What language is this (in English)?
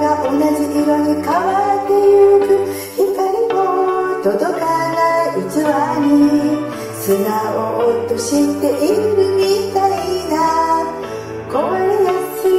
Japanese